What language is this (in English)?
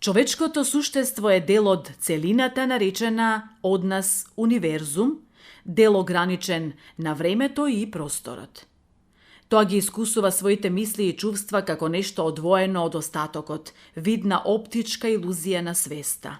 Macedonian